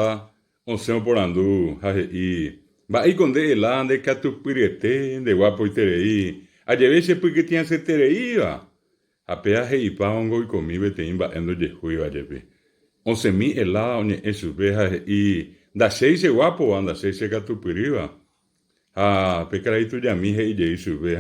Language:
Guarani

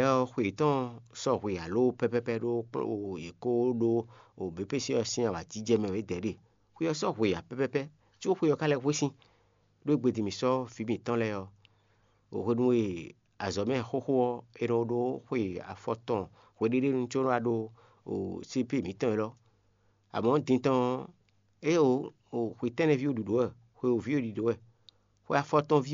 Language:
Fon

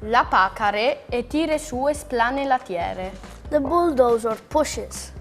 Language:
Friulian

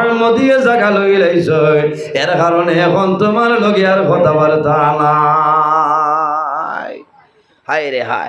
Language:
Sylheti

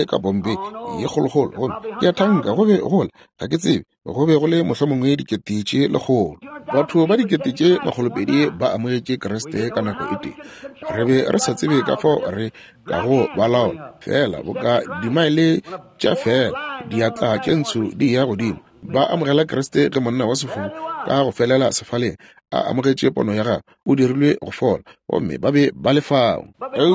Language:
Northern Sotho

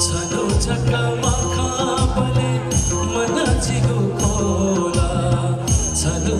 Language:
Newari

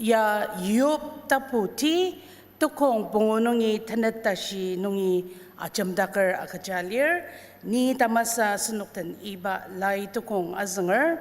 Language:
Ao Naga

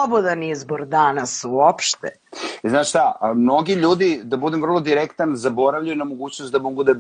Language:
Serbian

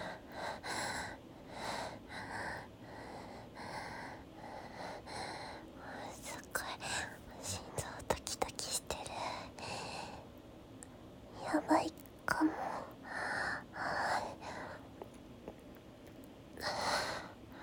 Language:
Japanese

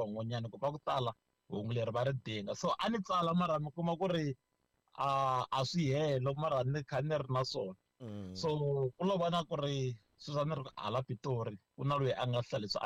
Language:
Tsonga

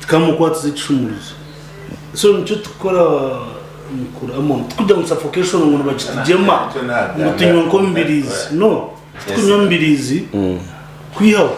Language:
Nyankole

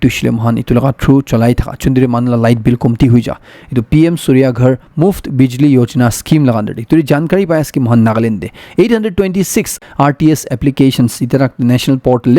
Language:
Naga Pidgin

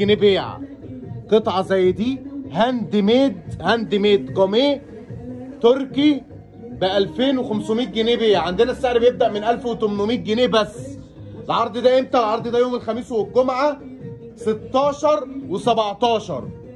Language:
Egyptian Arabic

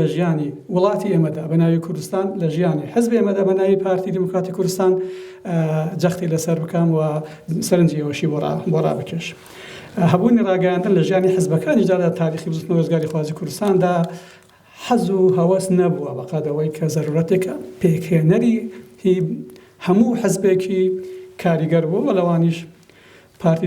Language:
Central Kurdish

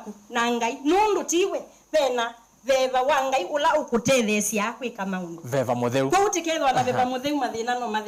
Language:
Kamba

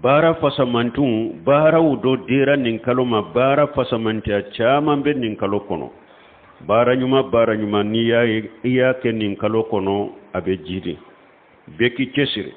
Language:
Bambara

